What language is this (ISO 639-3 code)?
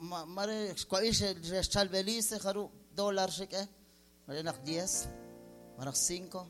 kek